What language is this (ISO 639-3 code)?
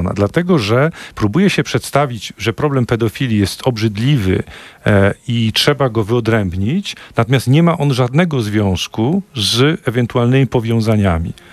pol